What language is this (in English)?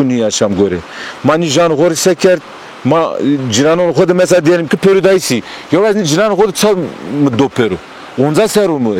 Zaza